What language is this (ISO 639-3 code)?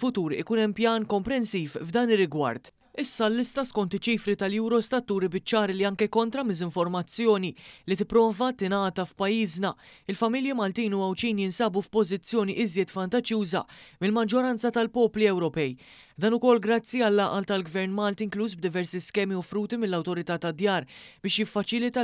mlt